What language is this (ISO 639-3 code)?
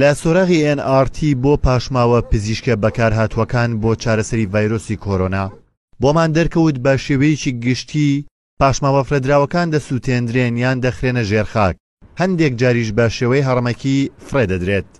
ckb